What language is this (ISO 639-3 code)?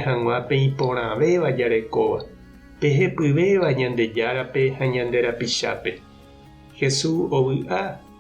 grn